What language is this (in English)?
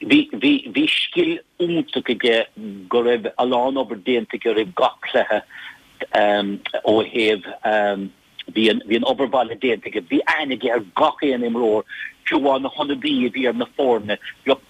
Irish